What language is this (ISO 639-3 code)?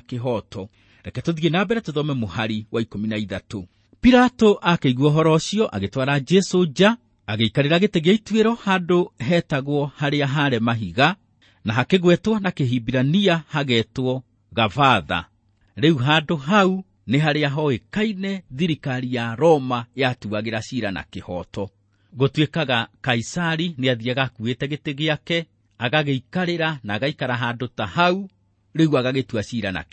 kik